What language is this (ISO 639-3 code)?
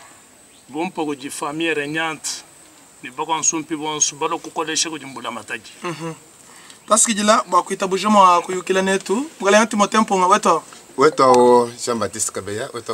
lua